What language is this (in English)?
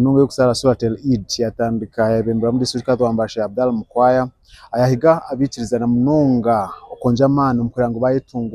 Nyankole